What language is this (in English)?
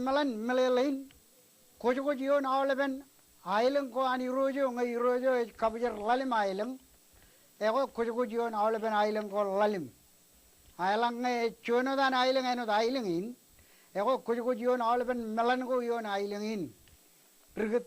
Marshallese